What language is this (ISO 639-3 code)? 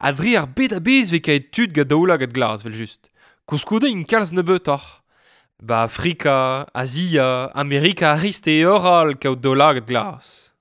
bre